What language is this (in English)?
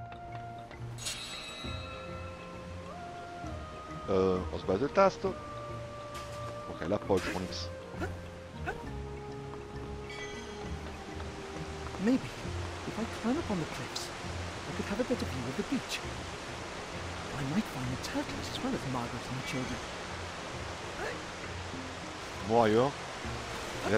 Italian